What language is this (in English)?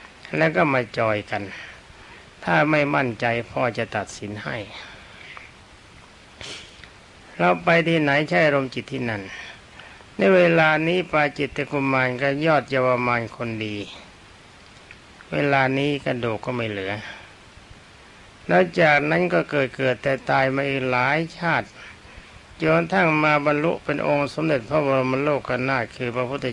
Thai